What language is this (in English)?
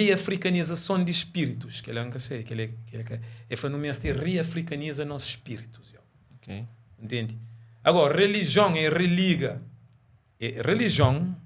Kabuverdianu